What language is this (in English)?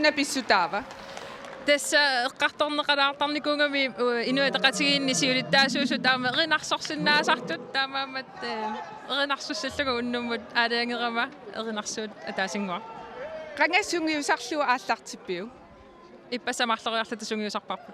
Kalaallisut